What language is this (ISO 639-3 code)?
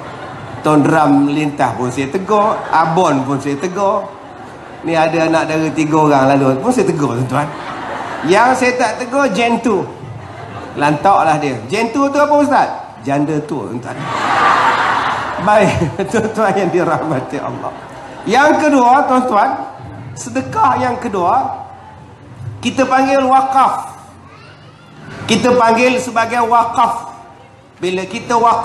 msa